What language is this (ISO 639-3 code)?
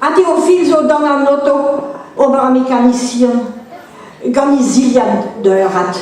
bre